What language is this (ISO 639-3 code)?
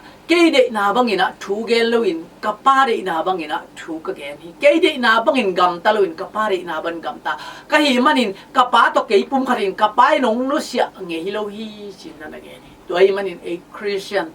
ctd